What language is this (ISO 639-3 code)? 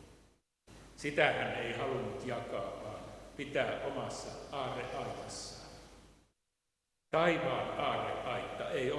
fin